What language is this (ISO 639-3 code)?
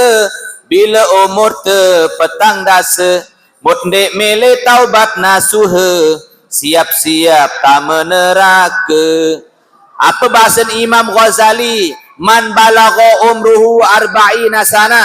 sas